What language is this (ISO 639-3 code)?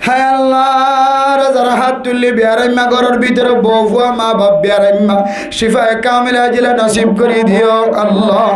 rhg